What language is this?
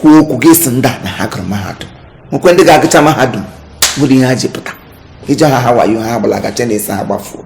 Igbo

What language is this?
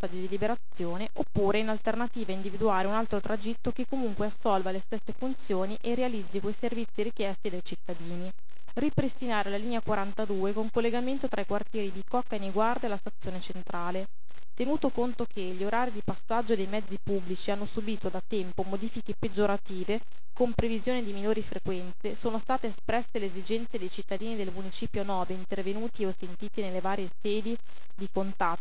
Italian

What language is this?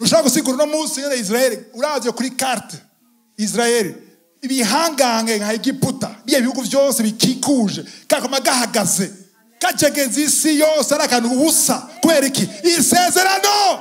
Rundi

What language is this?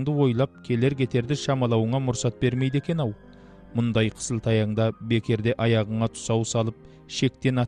Kazakh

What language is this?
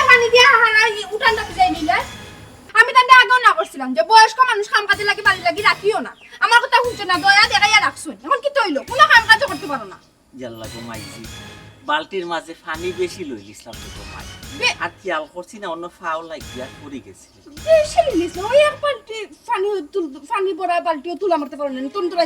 Sylheti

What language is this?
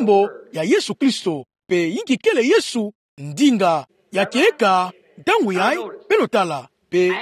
Kituba (Democratic Republic of Congo)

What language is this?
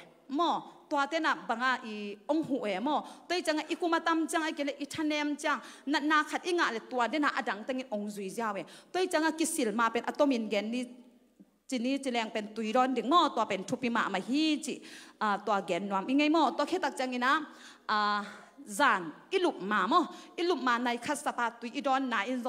Tedim Chin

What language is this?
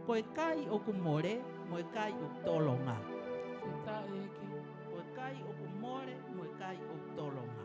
Tongan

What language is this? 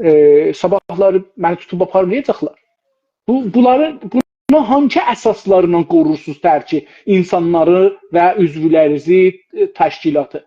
South Azerbaijani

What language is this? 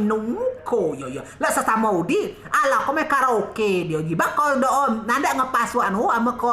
Rejang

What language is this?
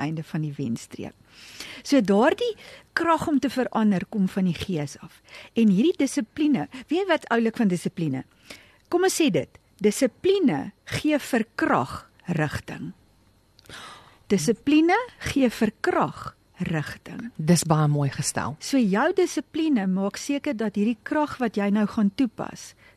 Afrikaans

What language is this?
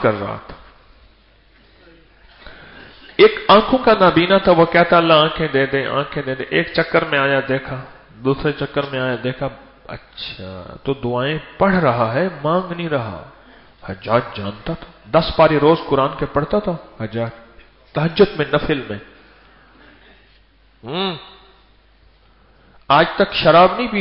Urdu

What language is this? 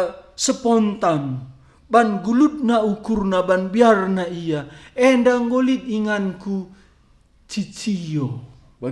Batak Karo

